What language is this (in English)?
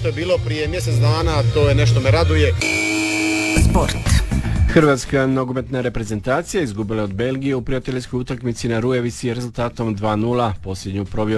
Croatian